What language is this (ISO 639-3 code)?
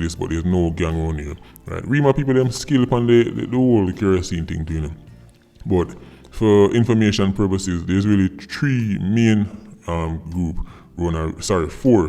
jam